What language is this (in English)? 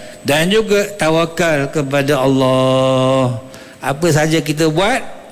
Malay